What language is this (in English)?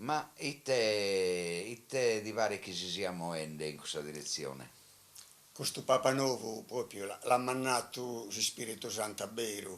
Sardinian